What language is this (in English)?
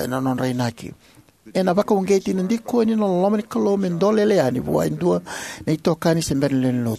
Fijian